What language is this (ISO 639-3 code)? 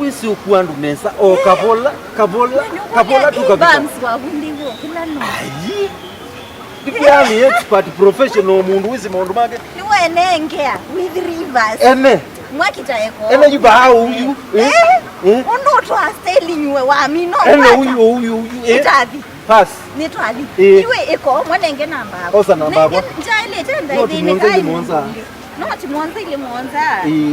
kam